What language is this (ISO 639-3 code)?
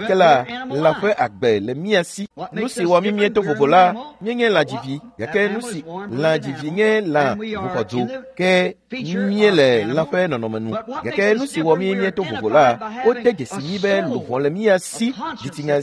ewe